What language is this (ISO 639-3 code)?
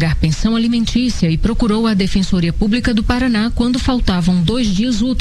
por